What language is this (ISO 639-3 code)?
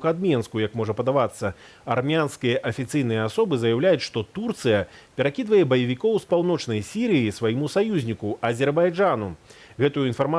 bel